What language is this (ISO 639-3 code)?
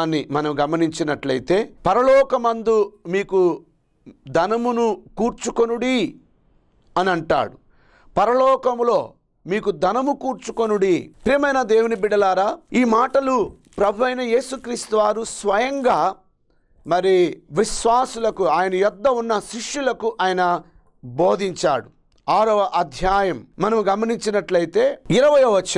tel